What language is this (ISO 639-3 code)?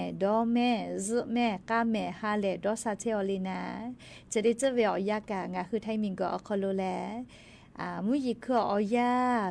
lhu